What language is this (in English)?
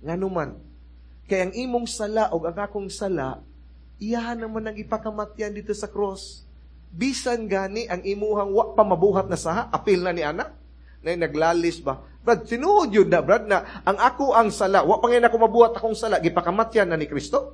Cebuano